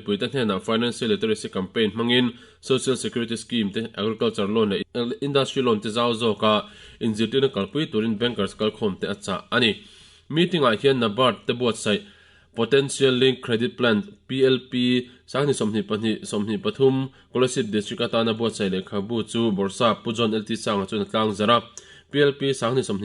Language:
Mizo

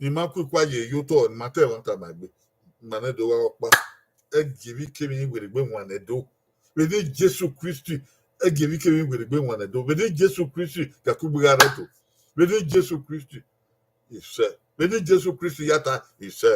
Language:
Bini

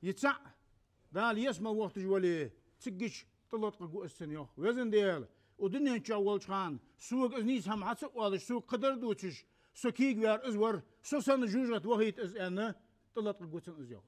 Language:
Ingush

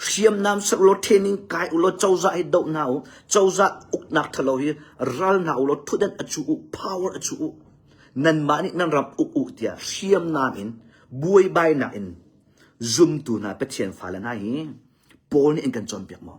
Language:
Hakha Chin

